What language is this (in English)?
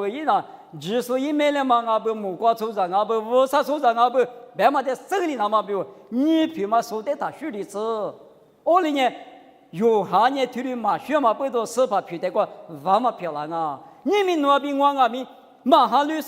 Lisu